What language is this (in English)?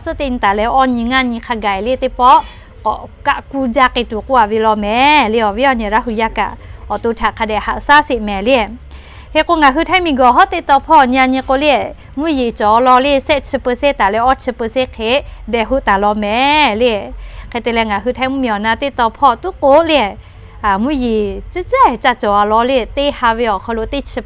Lahu